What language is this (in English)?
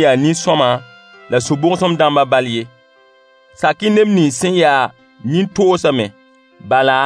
Mossi